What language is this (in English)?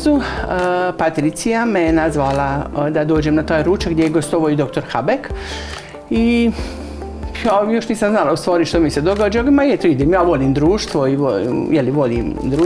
Croatian